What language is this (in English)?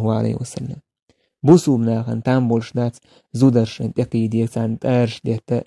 Chechen